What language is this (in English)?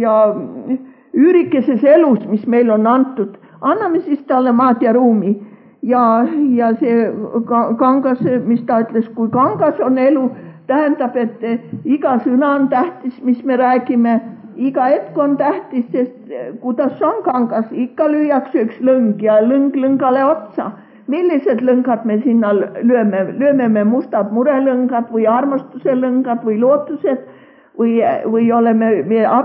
Estonian